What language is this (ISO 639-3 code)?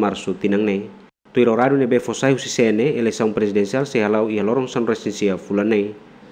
tet